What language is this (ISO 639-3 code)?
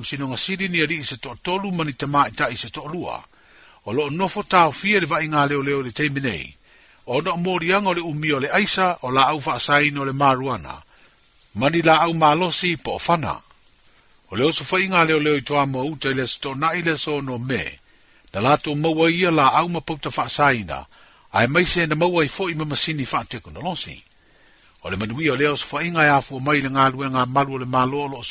smo